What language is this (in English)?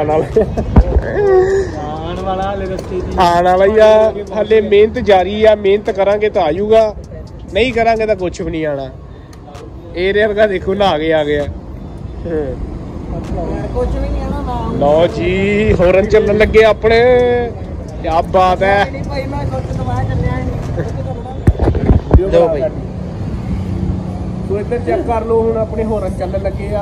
Punjabi